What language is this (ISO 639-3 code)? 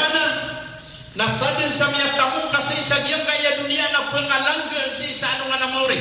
mrw